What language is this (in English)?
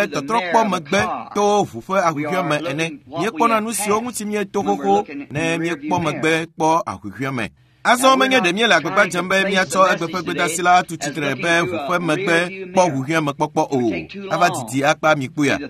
Ewe